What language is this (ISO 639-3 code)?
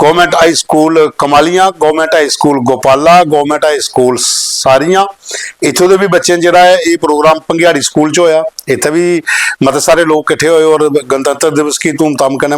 doi